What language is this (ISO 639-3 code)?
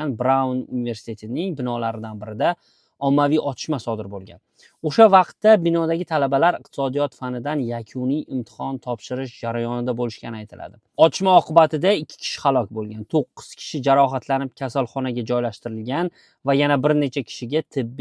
uzb